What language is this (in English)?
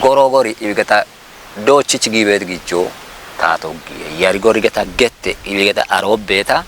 Kafa